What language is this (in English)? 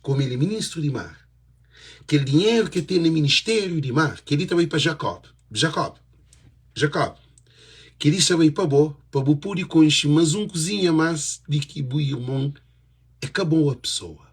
Kabuverdianu